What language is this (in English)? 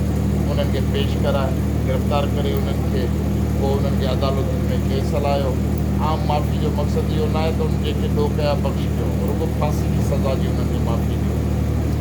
Sindhi